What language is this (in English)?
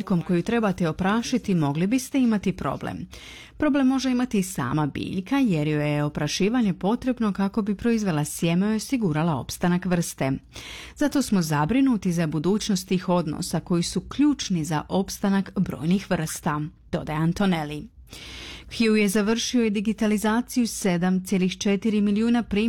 Croatian